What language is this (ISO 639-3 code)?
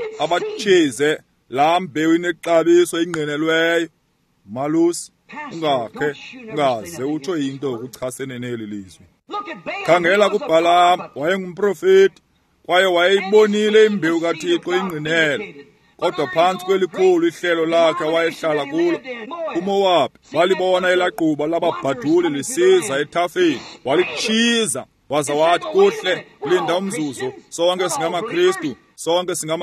xho